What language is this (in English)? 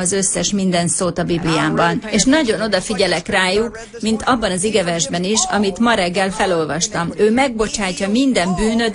Hungarian